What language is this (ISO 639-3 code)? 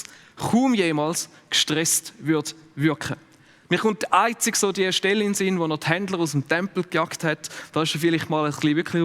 gsw